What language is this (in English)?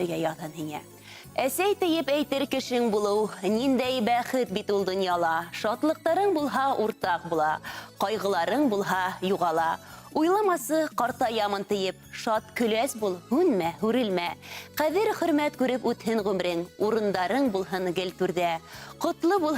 Bashkir